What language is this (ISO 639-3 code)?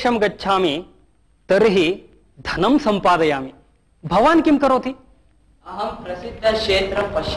san